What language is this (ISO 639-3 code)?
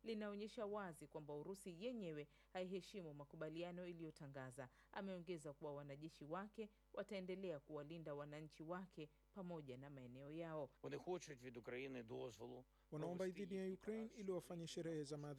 swa